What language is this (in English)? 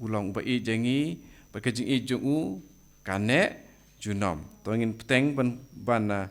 Khasi